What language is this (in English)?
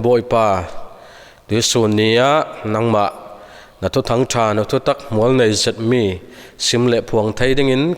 Falam Chin